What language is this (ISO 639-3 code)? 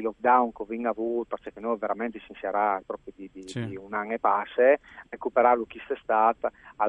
fur